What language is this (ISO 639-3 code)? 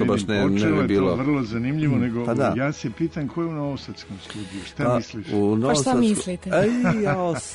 srp